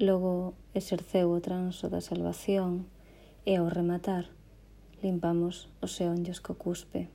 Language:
Galician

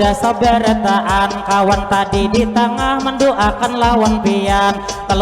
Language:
Banjar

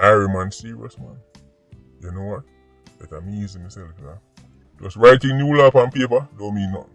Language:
Jamaican Creole English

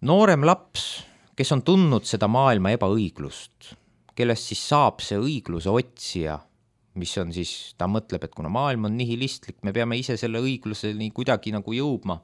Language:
Estonian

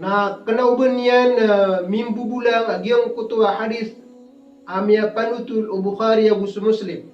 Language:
Maranao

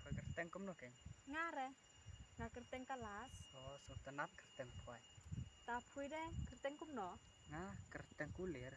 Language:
Khasi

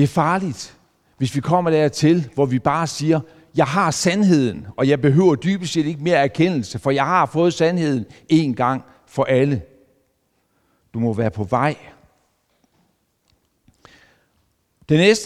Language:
Danish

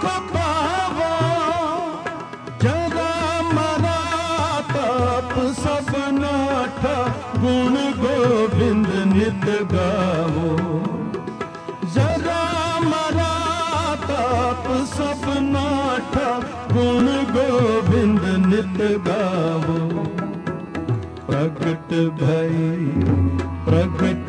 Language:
Punjabi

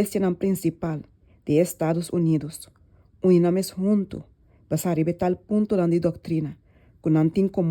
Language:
Papiamento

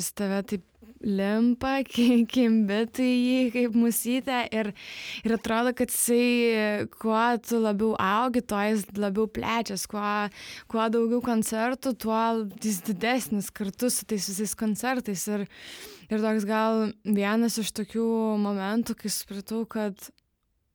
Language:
Lithuanian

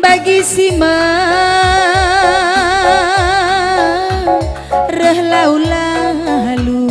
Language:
Batak Karo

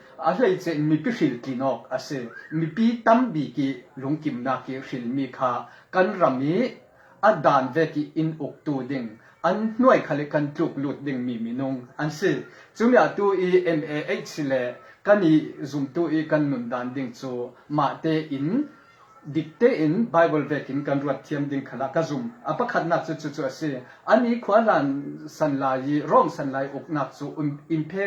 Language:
Falam Chin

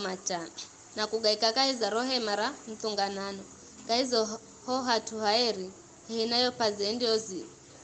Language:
Giryama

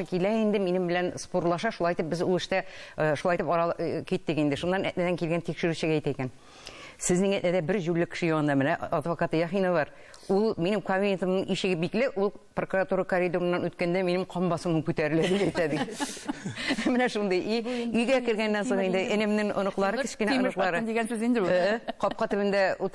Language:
Tatar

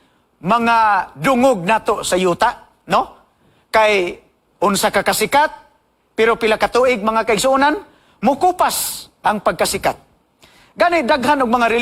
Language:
Cebuano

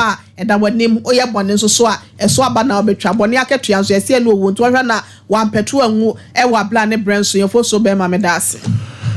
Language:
Akan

